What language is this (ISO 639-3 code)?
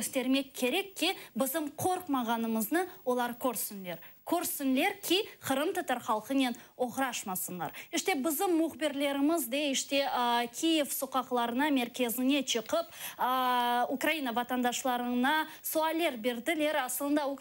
crh